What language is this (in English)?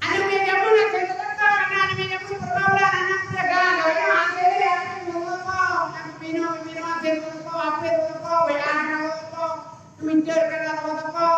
Achinese